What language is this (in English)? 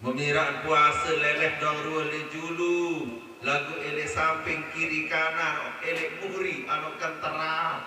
Sasak